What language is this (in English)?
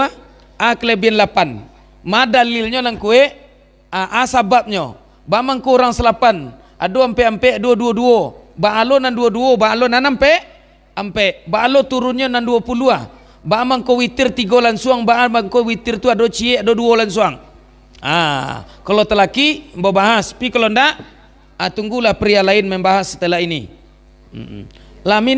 Minangkabau